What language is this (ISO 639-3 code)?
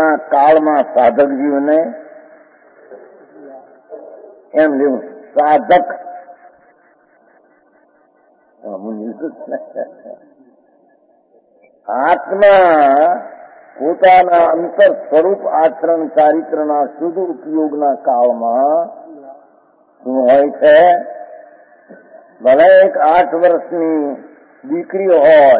guj